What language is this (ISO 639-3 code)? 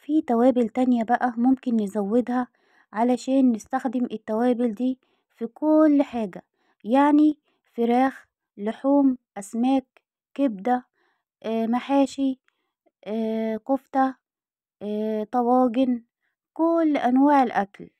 arz